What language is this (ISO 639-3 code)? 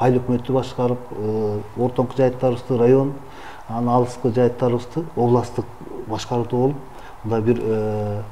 kir